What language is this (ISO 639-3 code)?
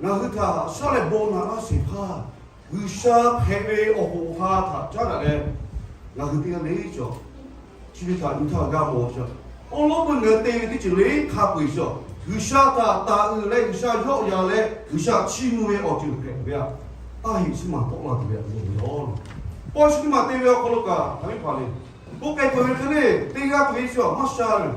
lhu